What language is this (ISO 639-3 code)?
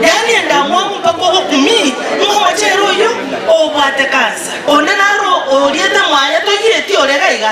guz